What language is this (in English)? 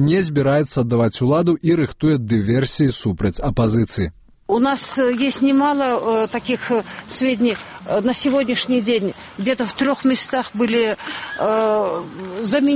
Belarusian